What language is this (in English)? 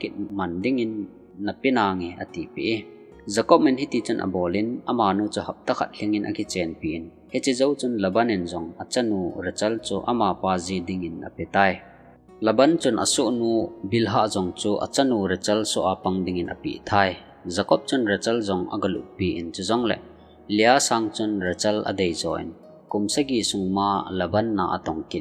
Thado Chin